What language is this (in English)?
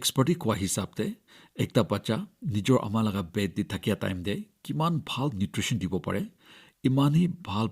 Naga Pidgin